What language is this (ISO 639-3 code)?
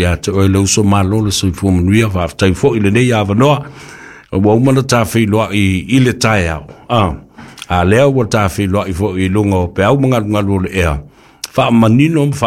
smo